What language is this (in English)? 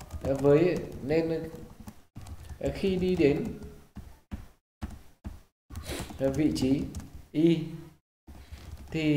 Vietnamese